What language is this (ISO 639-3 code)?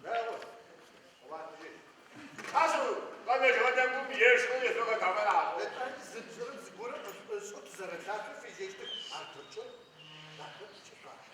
ady